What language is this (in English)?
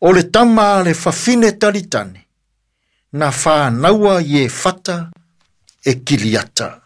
Samoan